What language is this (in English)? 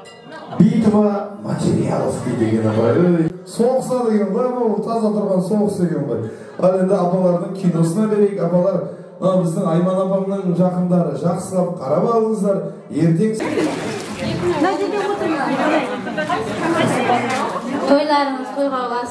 Kazakh